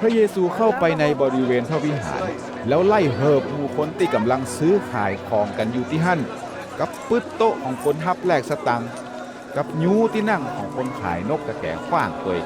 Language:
Northern Thai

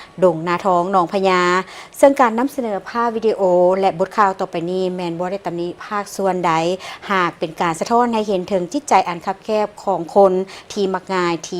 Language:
Lao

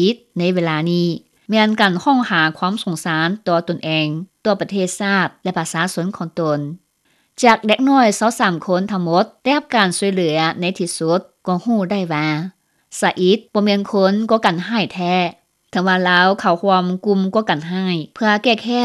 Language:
Lao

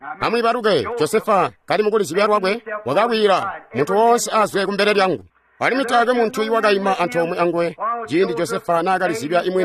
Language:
Tonga (Zambia)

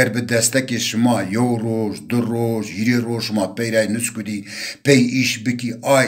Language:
Zaza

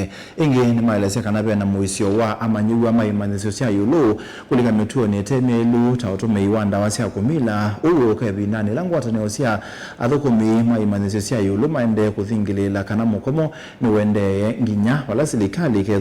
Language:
Kamba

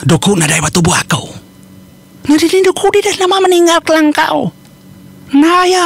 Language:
Iban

